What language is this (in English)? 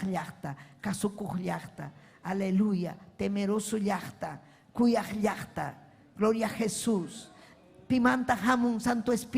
Ayacucho Quechua